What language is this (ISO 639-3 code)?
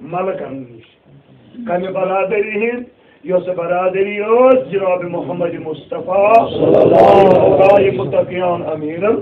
kas